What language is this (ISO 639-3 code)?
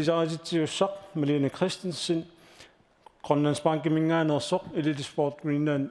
kal